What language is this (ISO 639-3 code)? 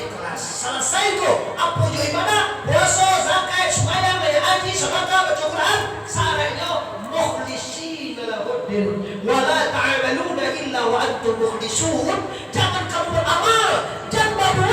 min